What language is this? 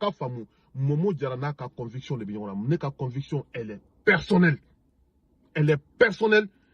Bambara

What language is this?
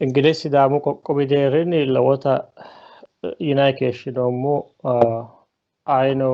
Sidamo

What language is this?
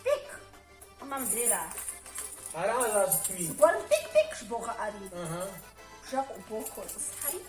Kabardian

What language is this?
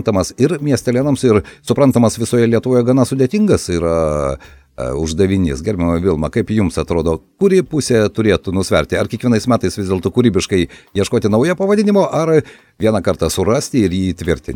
Lithuanian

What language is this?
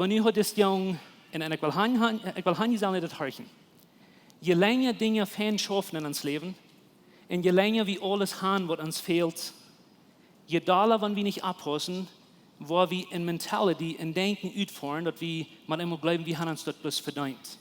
Plautdietsch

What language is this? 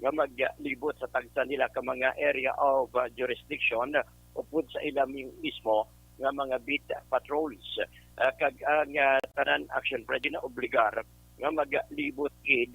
Hiligaynon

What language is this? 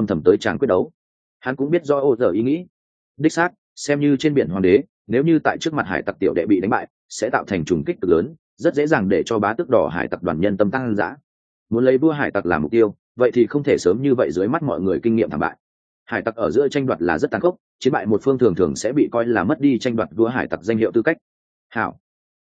Vietnamese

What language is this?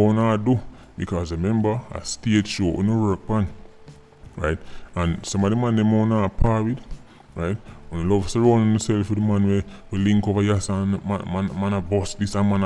Jamaican Creole English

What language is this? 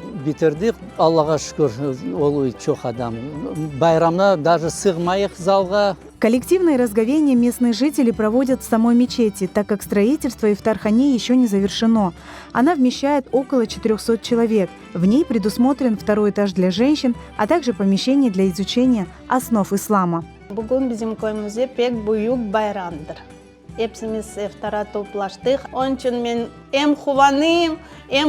Crimean Tatar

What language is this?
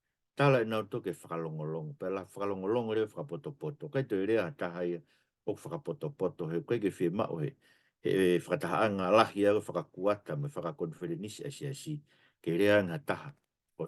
Tongan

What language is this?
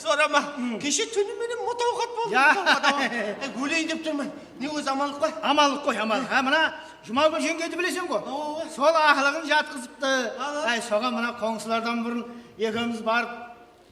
Kara-Kalpak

